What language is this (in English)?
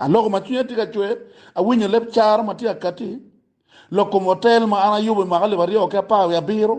Acoli